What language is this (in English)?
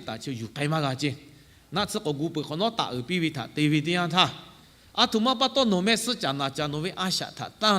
Lahu